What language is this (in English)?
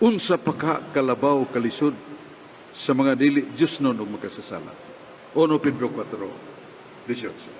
Cebuano